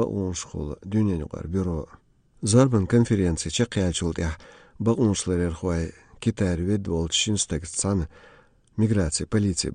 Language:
Chechen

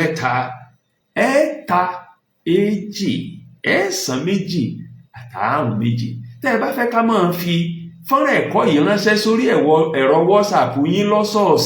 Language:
Yoruba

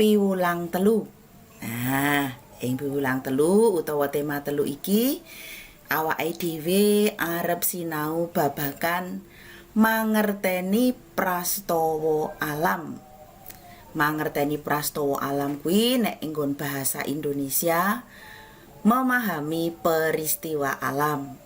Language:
Javanese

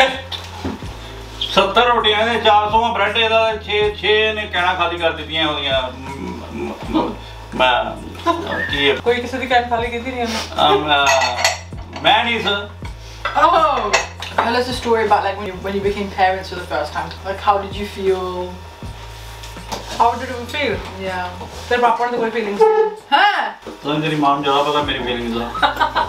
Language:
Punjabi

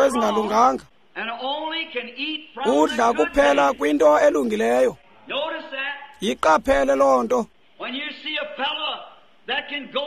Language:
Xhosa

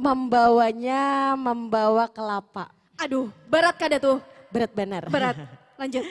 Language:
Banjar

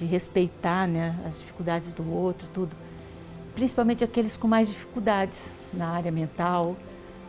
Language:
Portuguese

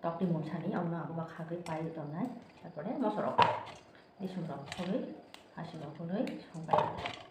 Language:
Kok Borok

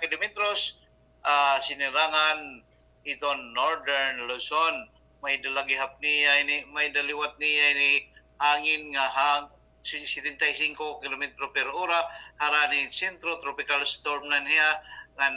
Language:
Waray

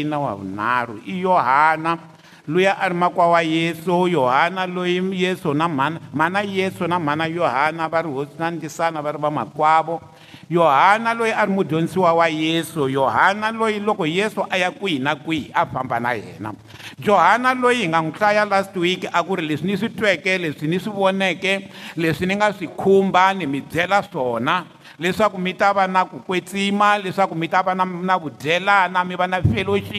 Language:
Tsonga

